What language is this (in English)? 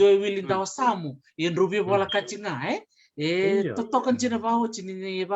Fijian